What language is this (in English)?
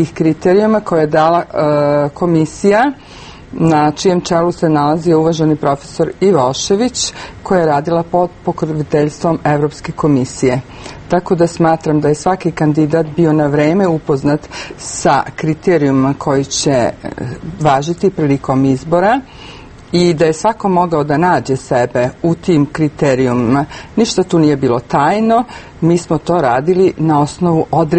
Serbian